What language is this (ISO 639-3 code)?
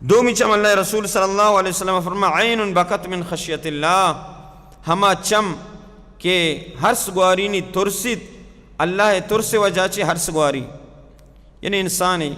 bal